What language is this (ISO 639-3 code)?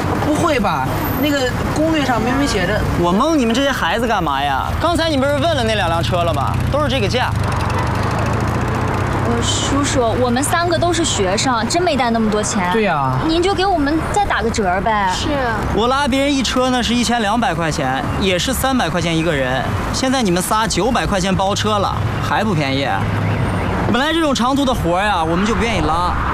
zho